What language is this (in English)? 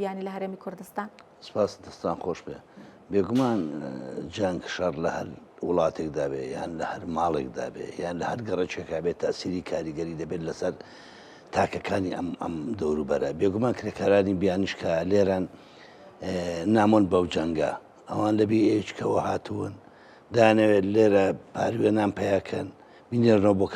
Central Kurdish